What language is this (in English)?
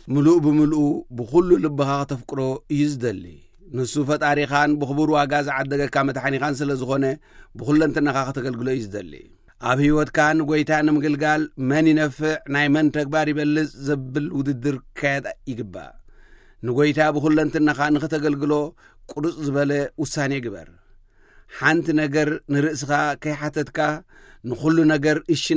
Tigrinya